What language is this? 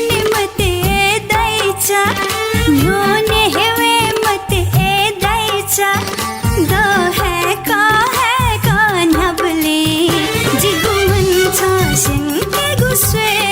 Newari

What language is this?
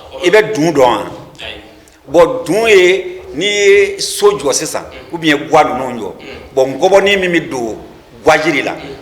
Bambara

